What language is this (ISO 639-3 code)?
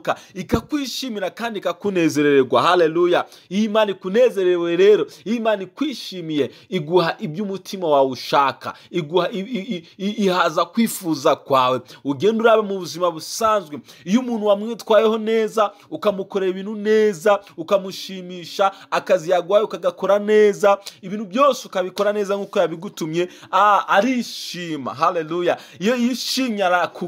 kin